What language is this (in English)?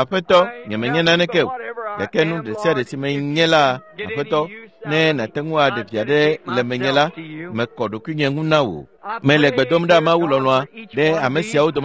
Ewe